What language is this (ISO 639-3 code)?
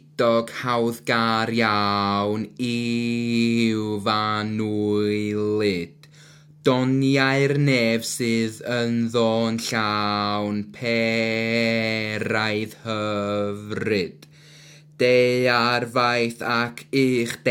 cym